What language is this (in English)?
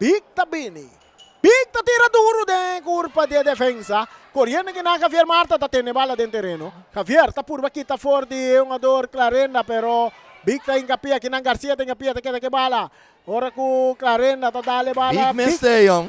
Papiamento